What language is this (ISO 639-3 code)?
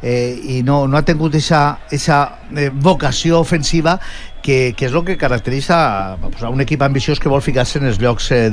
cat